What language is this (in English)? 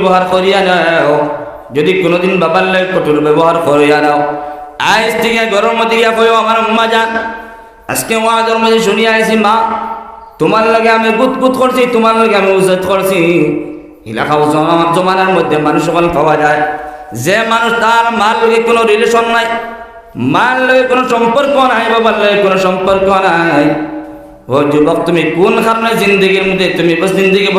Sylheti